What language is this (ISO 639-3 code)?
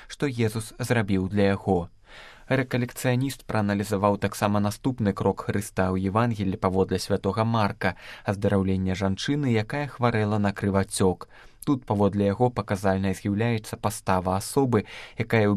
bel